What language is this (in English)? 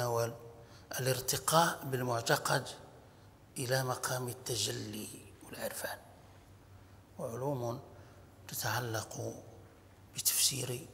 Arabic